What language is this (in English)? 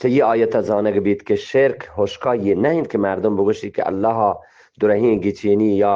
Eastern Balochi